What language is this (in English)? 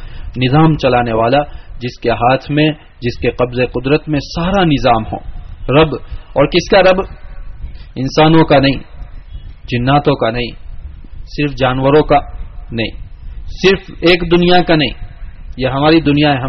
Urdu